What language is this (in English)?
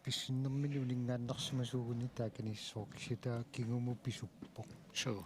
Kalaallisut